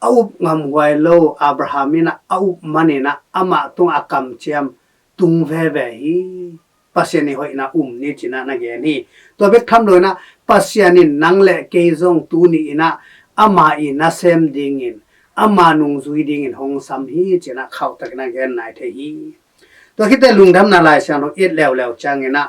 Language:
Tedim Chin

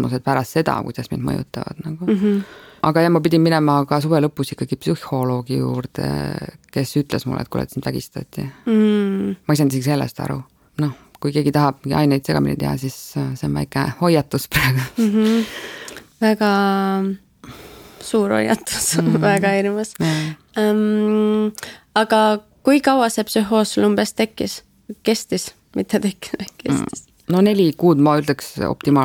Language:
Estonian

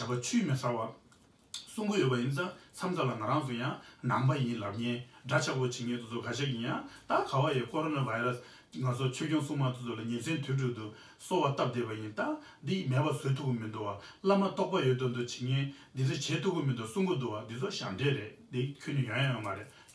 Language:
Tibetan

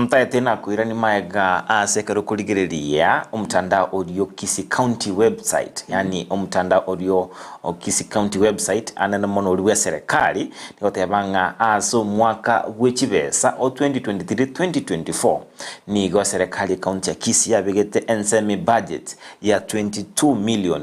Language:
Gusii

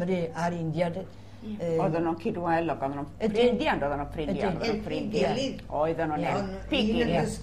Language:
Welsh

